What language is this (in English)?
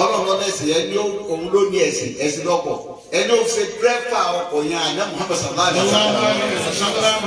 Yoruba